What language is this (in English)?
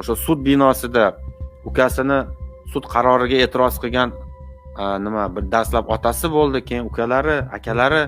Uzbek